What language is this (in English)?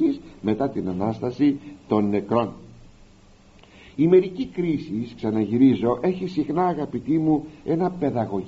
Greek